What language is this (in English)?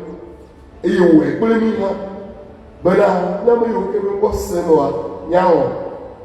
Ewe